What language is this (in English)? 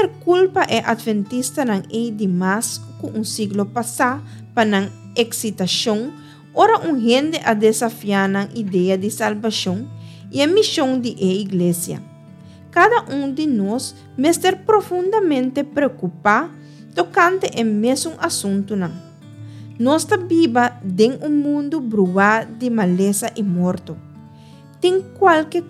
Papiamento